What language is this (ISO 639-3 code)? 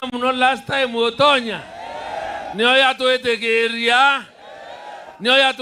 mer